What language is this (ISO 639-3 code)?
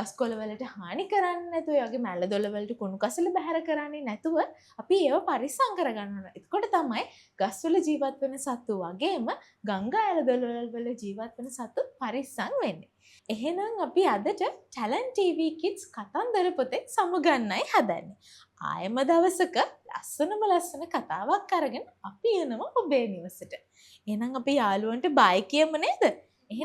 sin